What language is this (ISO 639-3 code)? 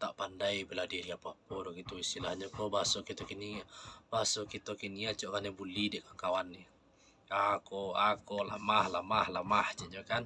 min